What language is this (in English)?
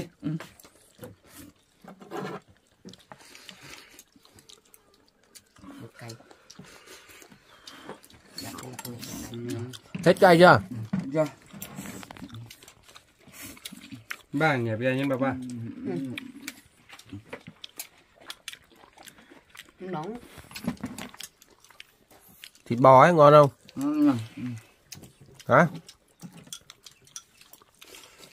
Vietnamese